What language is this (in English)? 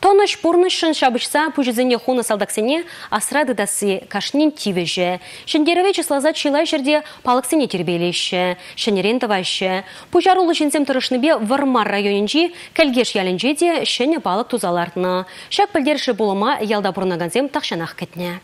Chuvash